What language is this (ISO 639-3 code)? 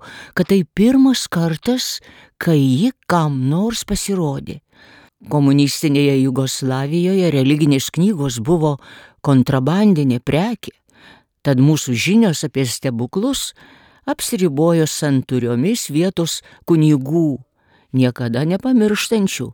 lit